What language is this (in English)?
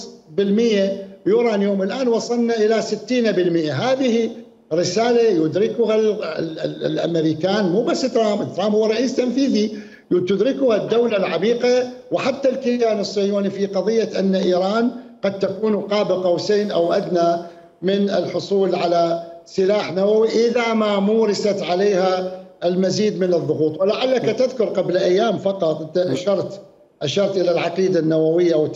Mesopotamian Arabic